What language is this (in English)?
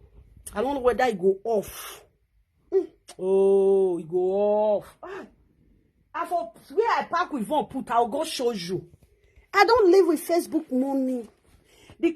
Nigerian Pidgin